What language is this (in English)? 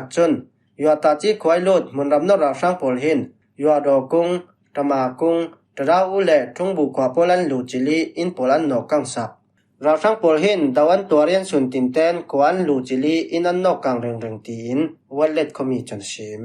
Falam Chin